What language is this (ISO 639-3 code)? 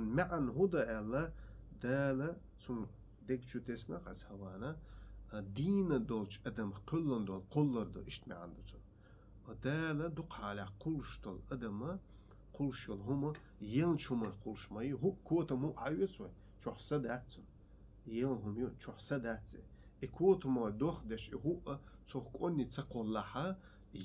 che